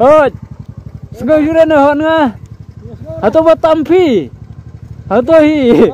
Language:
Khasi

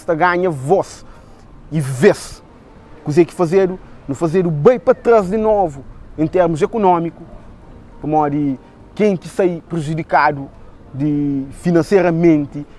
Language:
Kabuverdianu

